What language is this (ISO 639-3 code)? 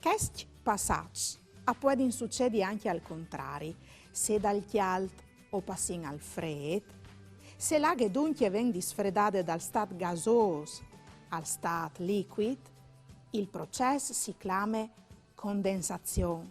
fur